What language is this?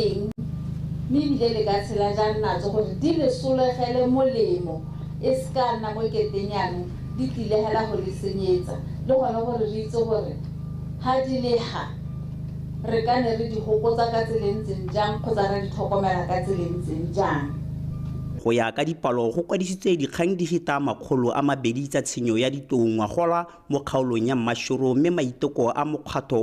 Tswana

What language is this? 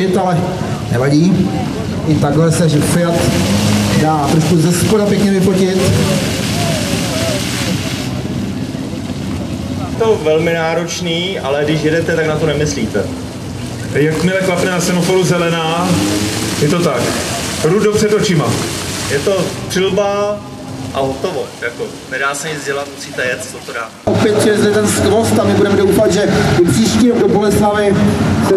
Czech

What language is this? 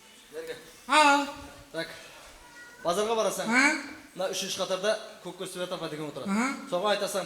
Kara-Kalpak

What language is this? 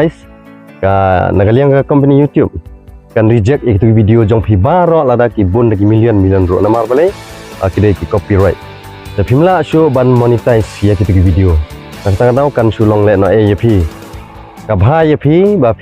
Khasi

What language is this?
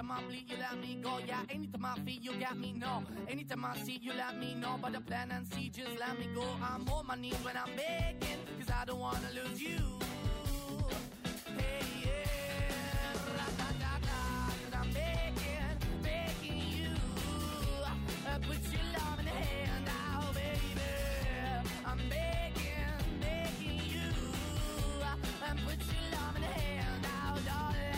English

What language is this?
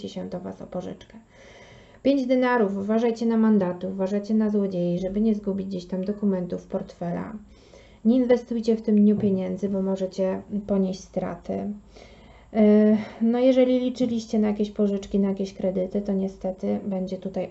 Polish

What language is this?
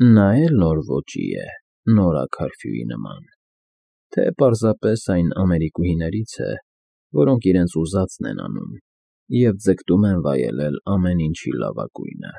Armenian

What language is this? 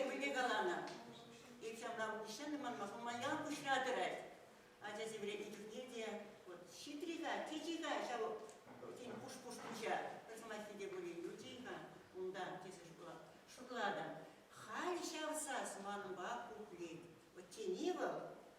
Chuvash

